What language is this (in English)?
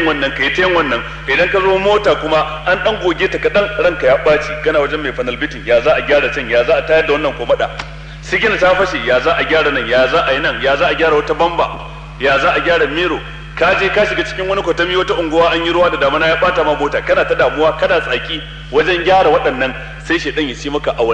Hausa